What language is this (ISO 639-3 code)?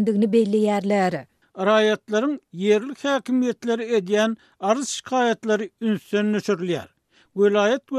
tuk